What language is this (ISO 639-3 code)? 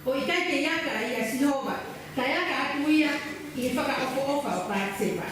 ton